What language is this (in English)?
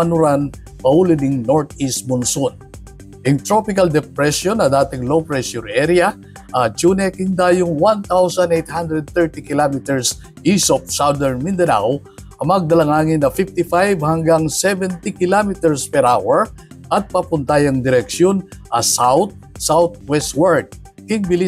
Pampanga